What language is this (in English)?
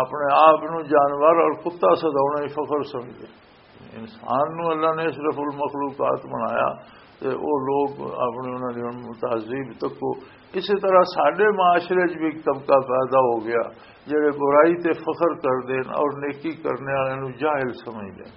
Western Panjabi